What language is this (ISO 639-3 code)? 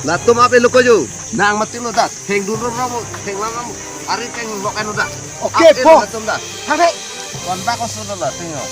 mjw